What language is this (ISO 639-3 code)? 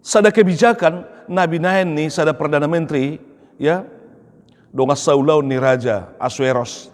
bbc